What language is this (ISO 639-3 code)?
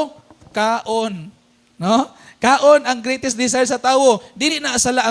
ceb